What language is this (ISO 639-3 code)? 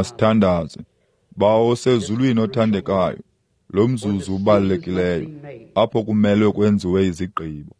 xho